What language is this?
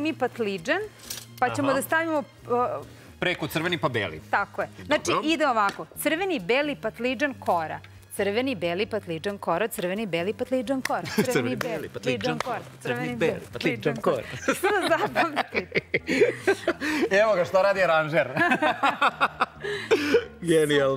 Serbian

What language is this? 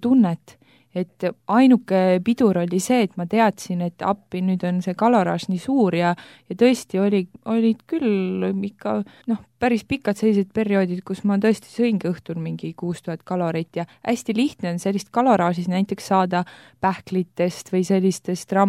Estonian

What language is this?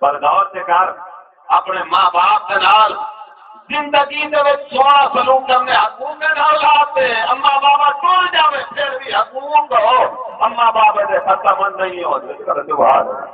Saraiki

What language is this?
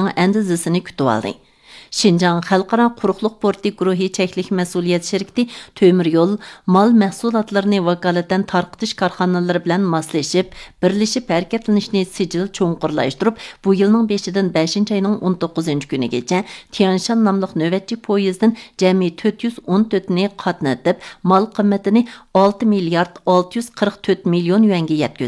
Uyghur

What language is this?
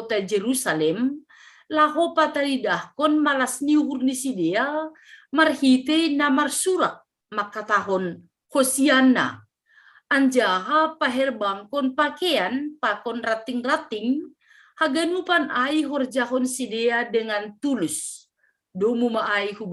Batak Simalungun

